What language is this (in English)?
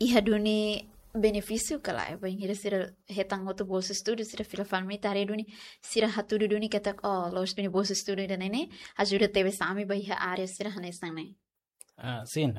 Tetum